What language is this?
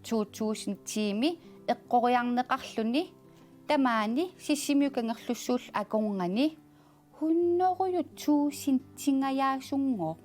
Kalaallisut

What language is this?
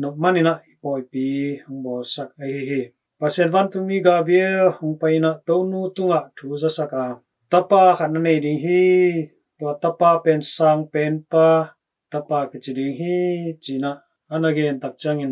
Tedim Chin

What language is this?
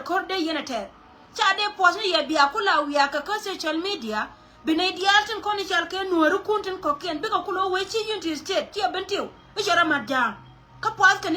Nuer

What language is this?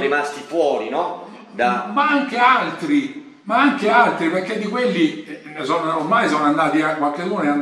Italian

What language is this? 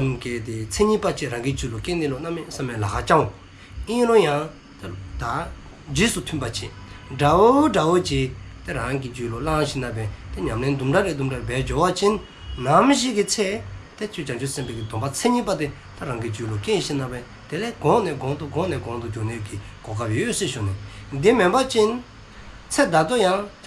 Dzongkha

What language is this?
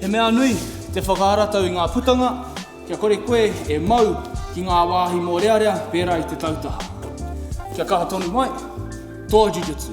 Māori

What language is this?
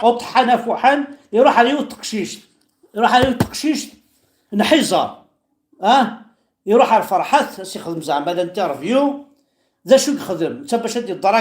Kabyle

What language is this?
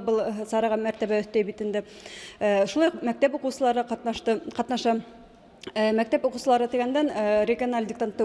Bashkir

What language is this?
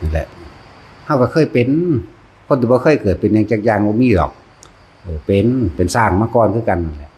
Northeastern Thai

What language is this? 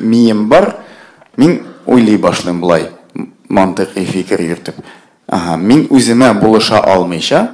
Tatar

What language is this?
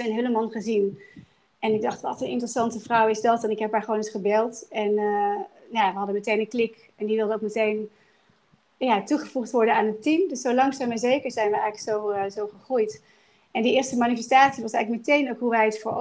Dutch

